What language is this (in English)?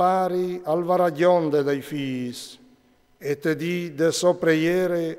Friulian